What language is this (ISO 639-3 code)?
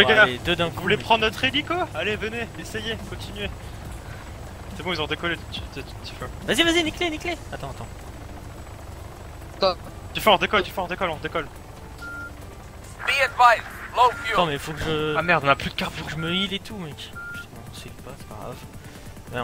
fra